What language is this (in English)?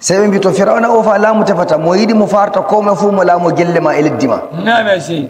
Nigerian Fulfulde